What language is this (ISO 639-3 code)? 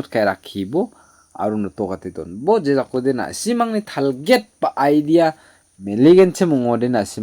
grt